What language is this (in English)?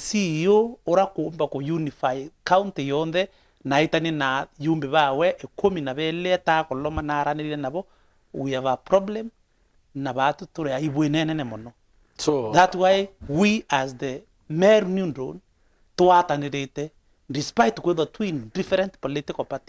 Meru